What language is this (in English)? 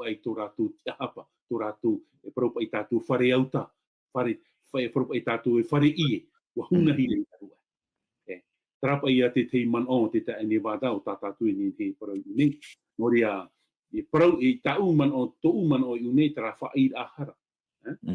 Tahitian